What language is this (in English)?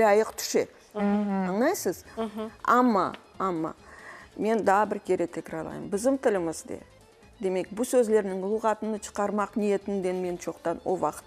Crimean Tatar